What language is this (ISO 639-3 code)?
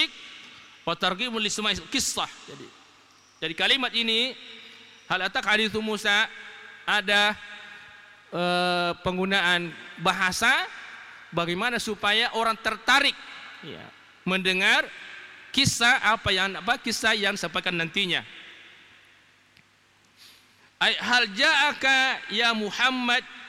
ind